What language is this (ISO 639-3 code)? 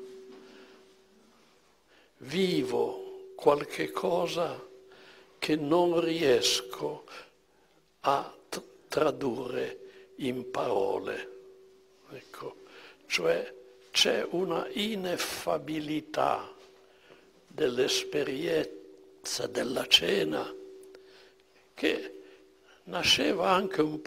ita